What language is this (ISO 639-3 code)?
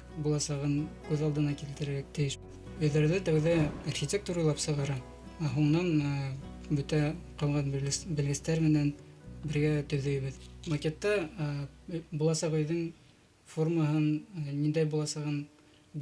bak